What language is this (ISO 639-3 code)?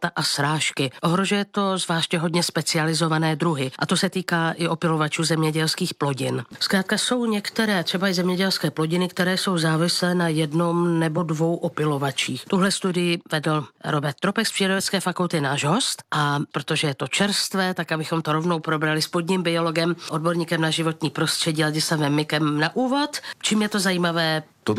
ces